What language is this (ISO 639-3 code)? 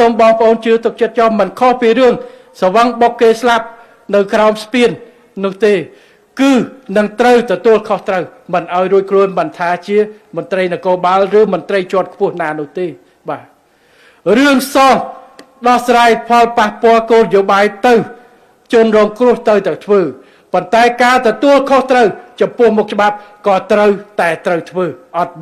khm